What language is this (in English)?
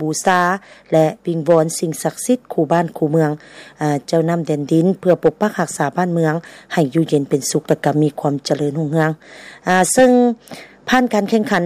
Lao